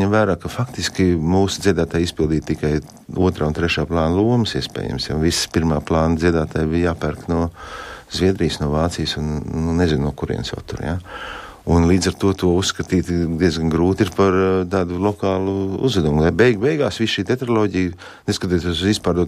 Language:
Latvian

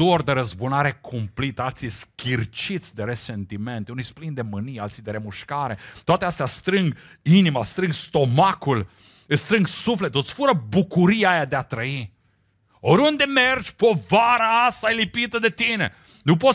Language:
Romanian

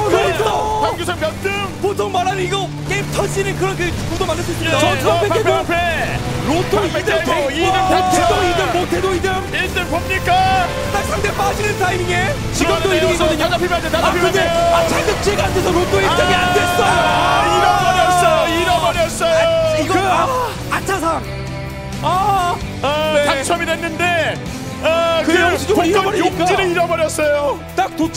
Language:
Korean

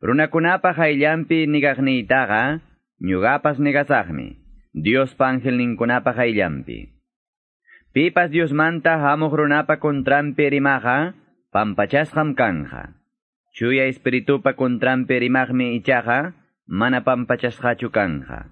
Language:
Quechua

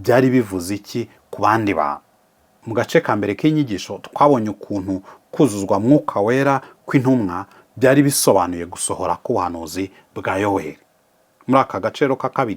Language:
Kinyarwanda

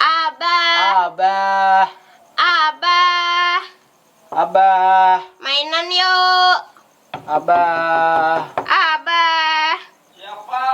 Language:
Banjar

